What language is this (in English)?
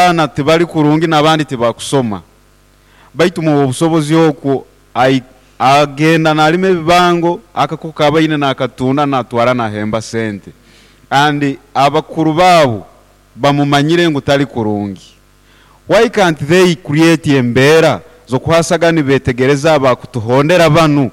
Nyoro